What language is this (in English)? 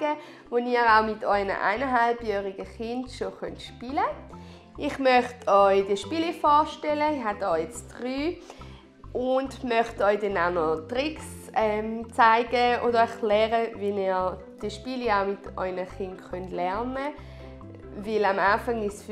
Swiss German